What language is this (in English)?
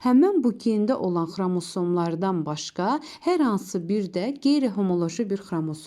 Azerbaijani